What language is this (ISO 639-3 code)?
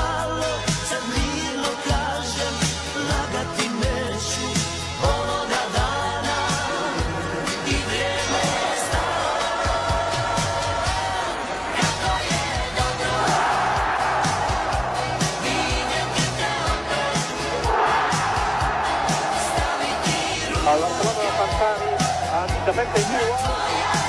hrv